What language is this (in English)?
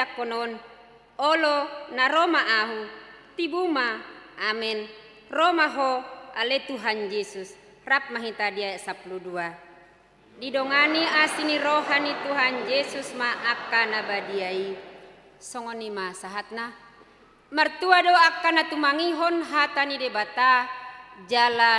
Batak Toba